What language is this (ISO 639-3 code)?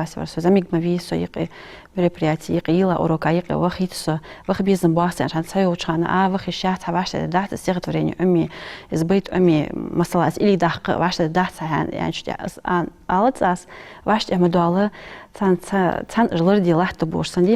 inh